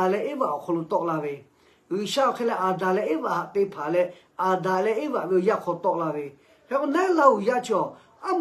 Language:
Lahu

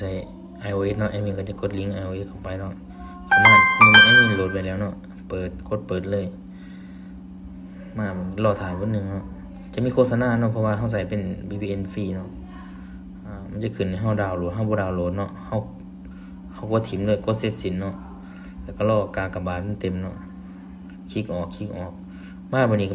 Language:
Lao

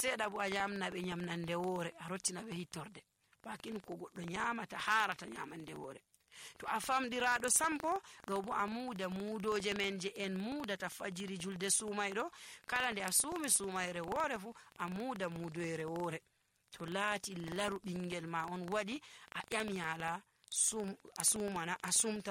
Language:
Nigerian Fulfulde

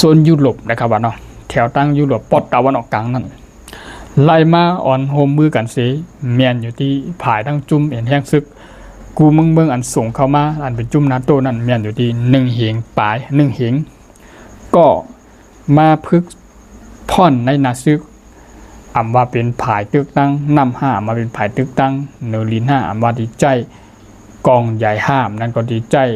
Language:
Shan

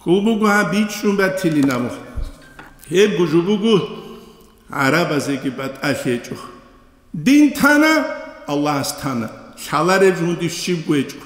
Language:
Avaric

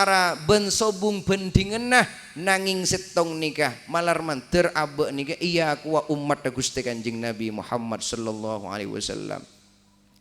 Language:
Madurese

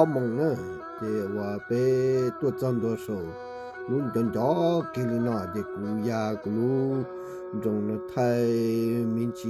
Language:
Hmong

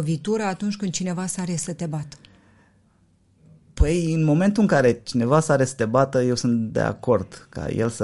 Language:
Romanian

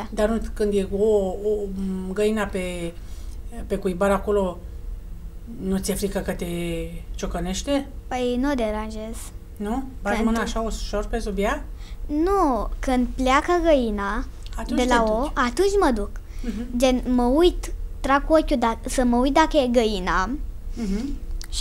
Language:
Romanian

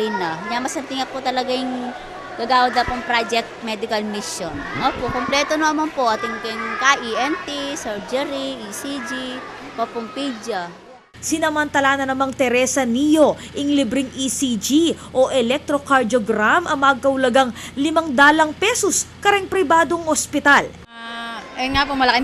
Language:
Pampanga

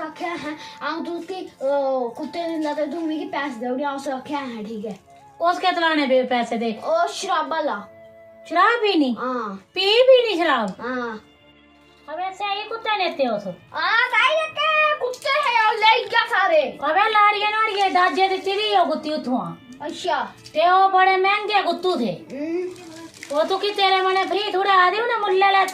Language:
Dogri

